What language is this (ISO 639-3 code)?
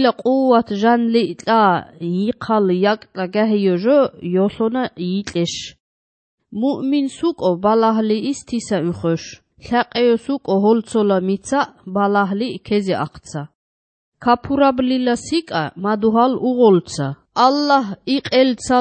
hye